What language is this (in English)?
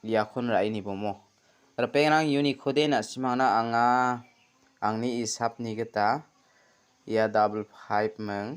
Garo